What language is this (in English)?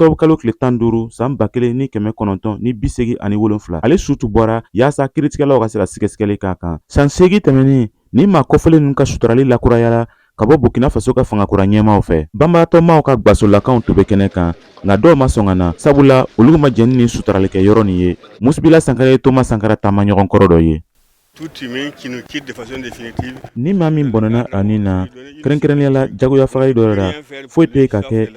Bambara